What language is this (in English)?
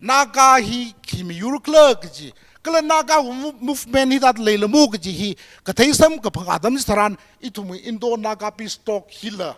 Tangkhul Naga (India)